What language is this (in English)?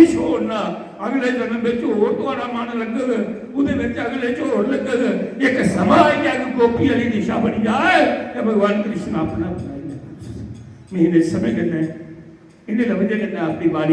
Dogri